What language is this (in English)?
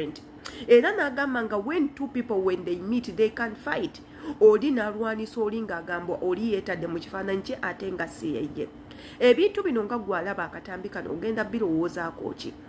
Ganda